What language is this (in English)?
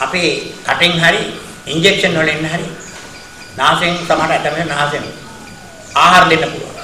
Sinhala